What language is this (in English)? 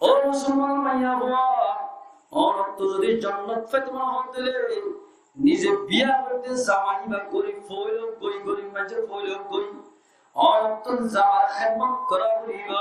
Rohingya